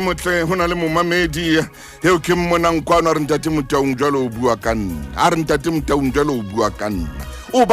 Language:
Southern Sotho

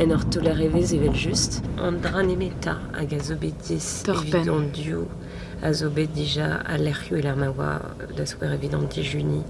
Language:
Breton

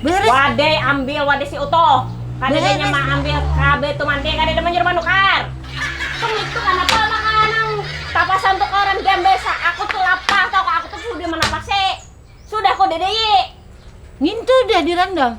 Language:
Banjar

